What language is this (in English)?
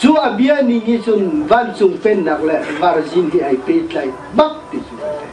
Hakha Chin